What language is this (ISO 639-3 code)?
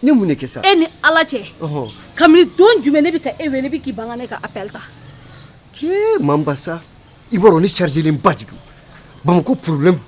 bam